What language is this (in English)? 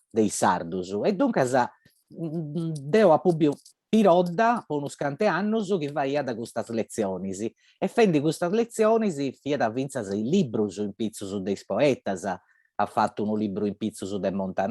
Sardinian